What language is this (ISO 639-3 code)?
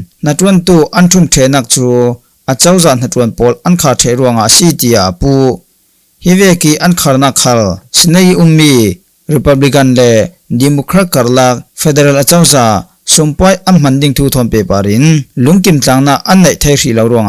cfm